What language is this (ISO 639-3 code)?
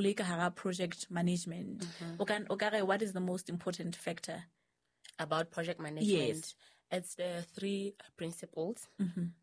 sot